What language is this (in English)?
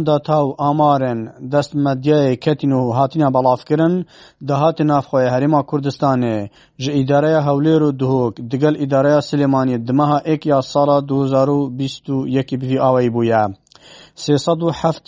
Kurdish